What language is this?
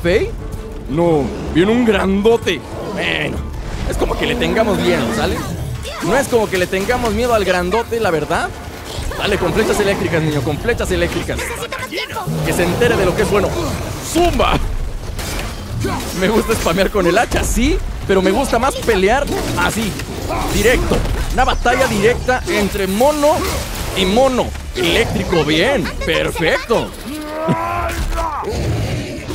Spanish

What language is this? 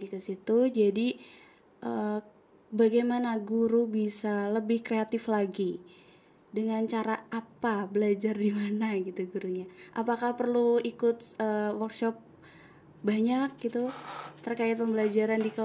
Indonesian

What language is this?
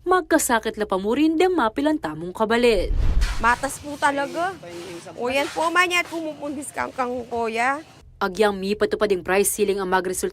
Pampanga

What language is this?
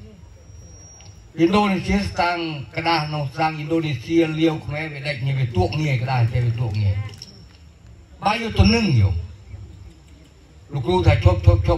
Northern Khmer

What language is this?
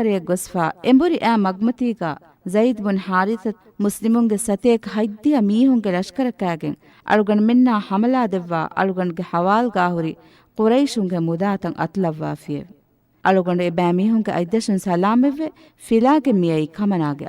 Divehi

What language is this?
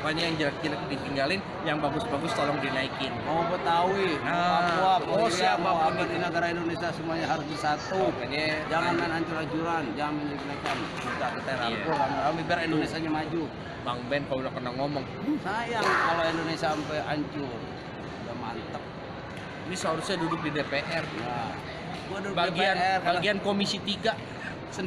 Betawi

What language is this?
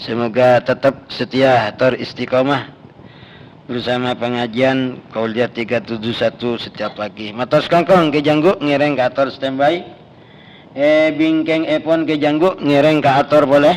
Madurese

